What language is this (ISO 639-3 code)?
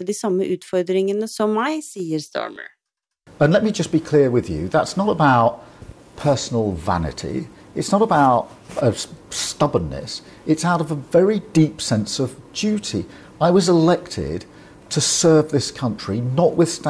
nor